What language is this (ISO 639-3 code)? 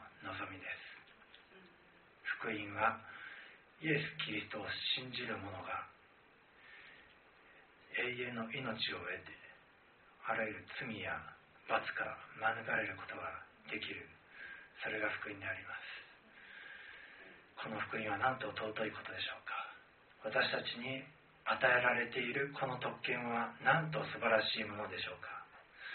jpn